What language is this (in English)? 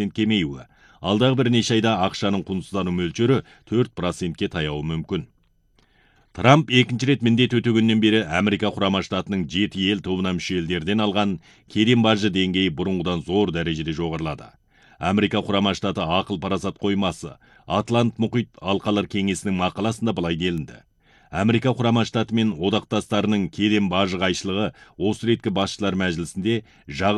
Kazakh